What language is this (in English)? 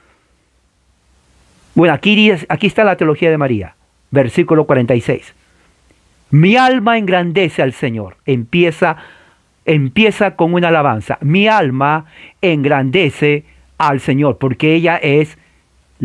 Spanish